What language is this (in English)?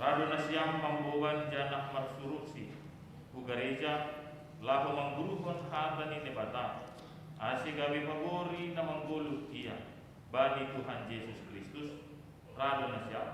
Batak Simalungun